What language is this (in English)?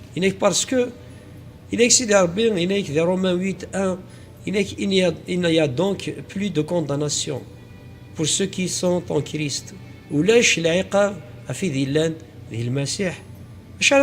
Kabyle